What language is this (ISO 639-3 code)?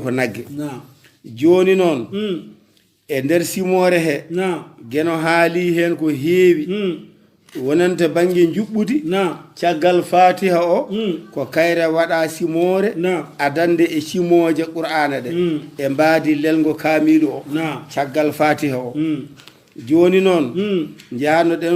ful